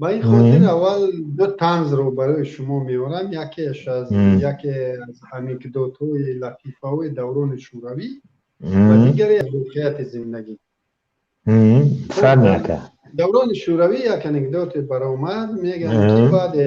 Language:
Tajik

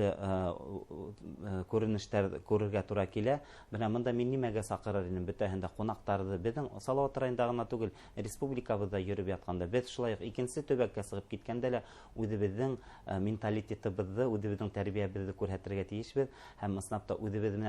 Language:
Bashkir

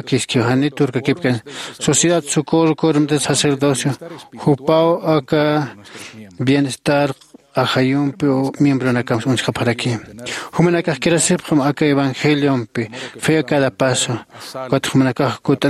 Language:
Aymara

